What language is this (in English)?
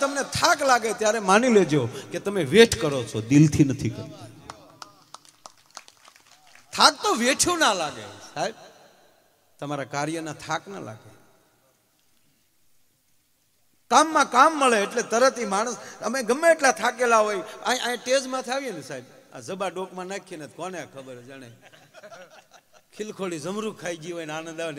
Gujarati